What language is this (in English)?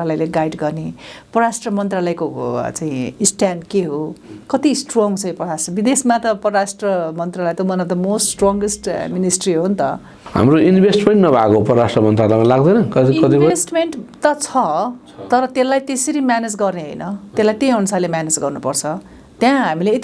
Nepali